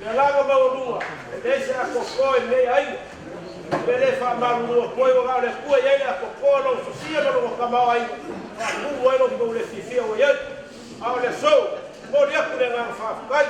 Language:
Samoan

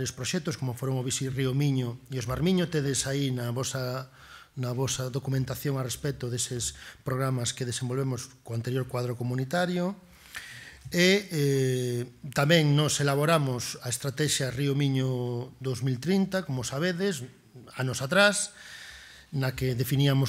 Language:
Galician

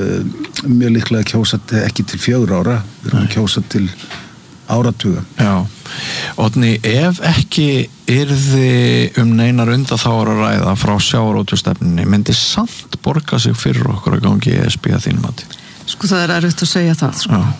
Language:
Icelandic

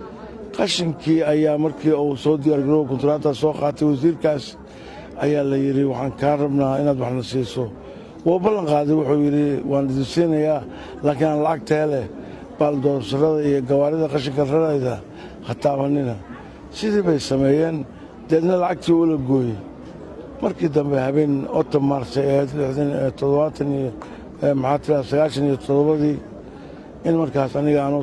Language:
Somali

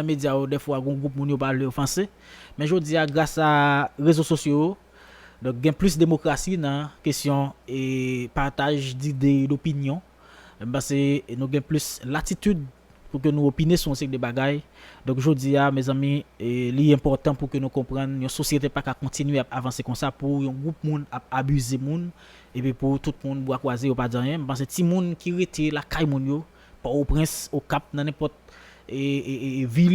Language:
Haitian Creole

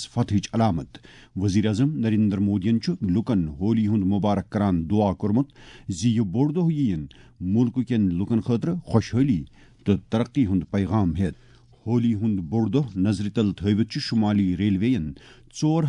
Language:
Kashmiri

